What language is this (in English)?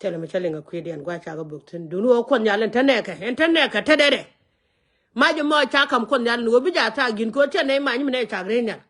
Nuer